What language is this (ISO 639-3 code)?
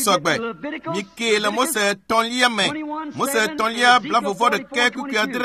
ewe